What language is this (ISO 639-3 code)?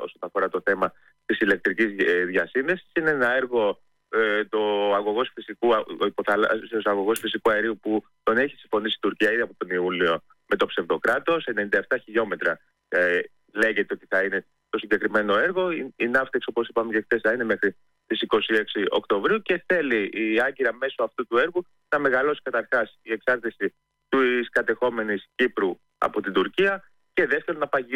ell